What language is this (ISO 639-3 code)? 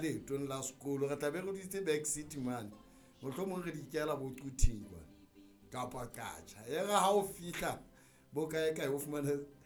sot